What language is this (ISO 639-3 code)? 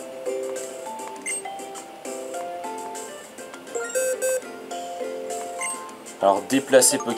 fra